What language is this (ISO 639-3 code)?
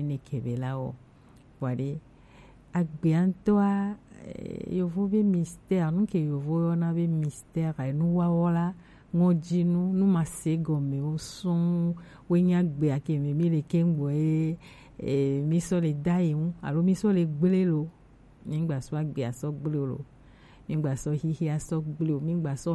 gej